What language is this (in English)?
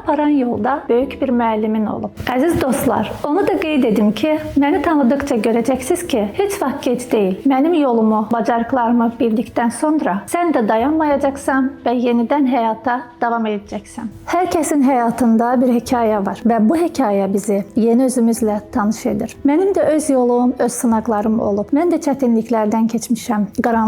Azerbaijani